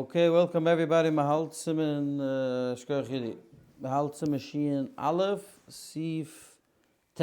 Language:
Yiddish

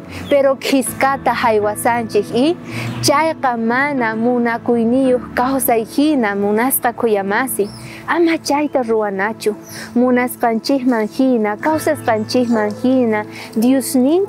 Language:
South Bolivian Quechua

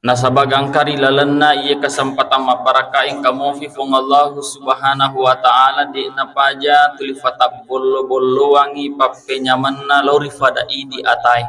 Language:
Buginese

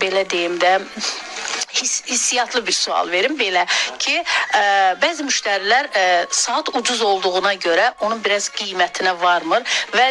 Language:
Azerbaijani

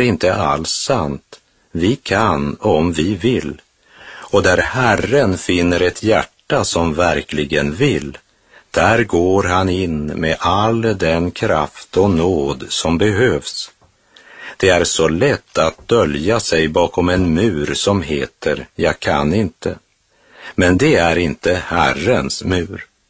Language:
Swedish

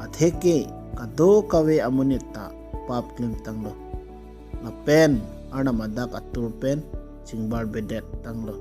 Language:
Karbi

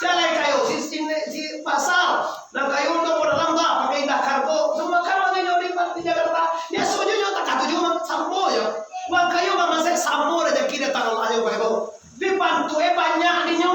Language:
Minangkabau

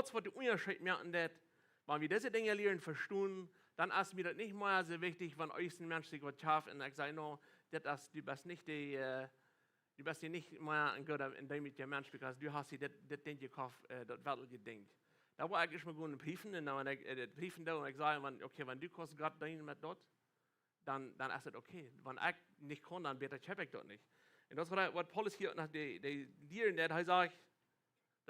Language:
Plautdietsch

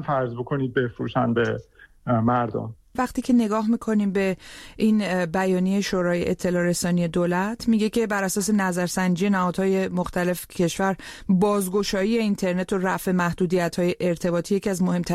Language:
Persian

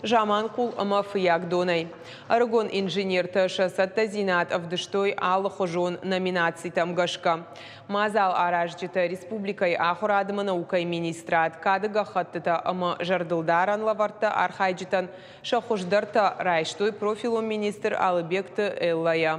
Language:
Ossetic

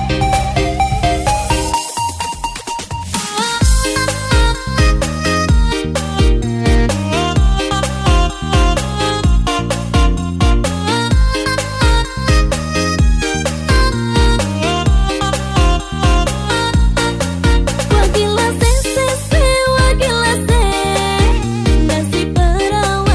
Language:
Indonesian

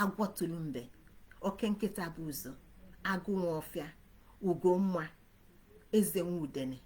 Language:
Igbo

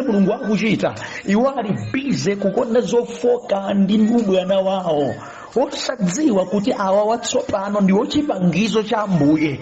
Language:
Nyanja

